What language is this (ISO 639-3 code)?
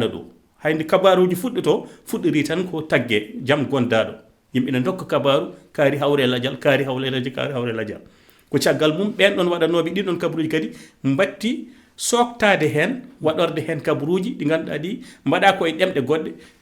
ful